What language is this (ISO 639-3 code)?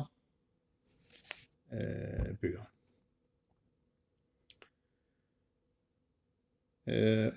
dan